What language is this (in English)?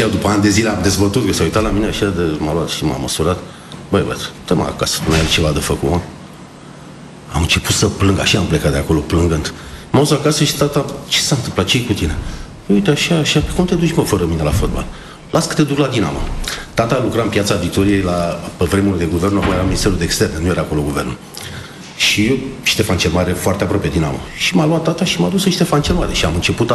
Romanian